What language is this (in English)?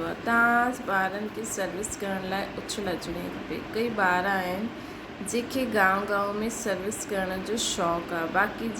Sindhi